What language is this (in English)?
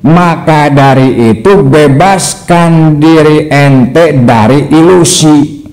Sundanese